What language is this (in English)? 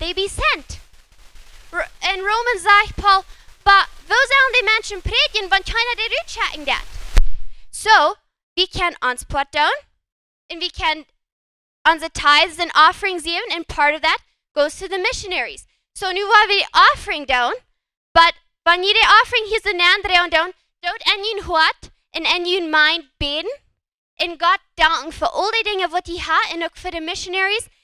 Plautdietsch